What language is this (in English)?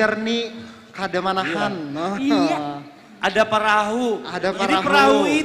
Banjar